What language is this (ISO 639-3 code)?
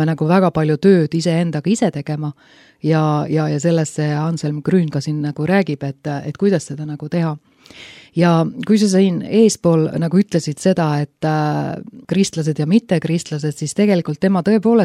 est